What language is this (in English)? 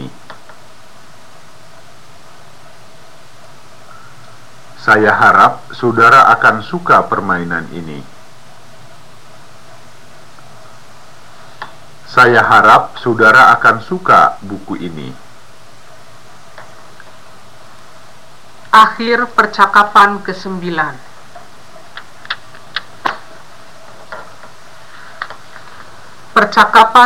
Indonesian